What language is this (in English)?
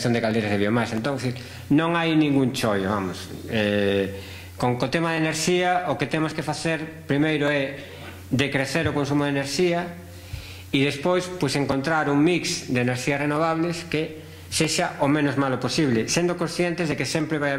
Galician